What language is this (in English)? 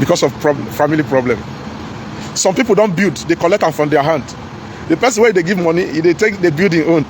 Nigerian Pidgin